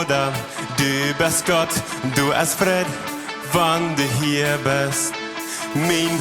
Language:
Plautdietsch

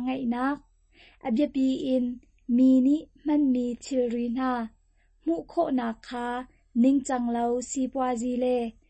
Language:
Hakha Chin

